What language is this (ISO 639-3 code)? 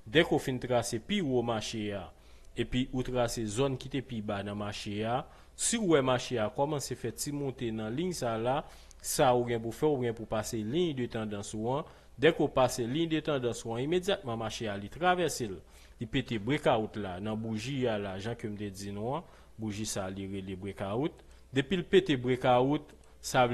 hat